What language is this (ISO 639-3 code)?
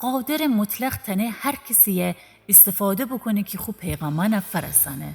glk